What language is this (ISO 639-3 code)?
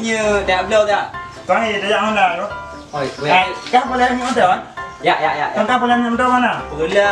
ace